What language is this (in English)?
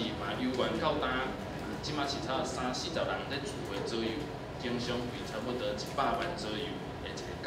Min Nan Chinese